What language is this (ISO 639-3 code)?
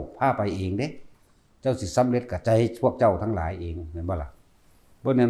lao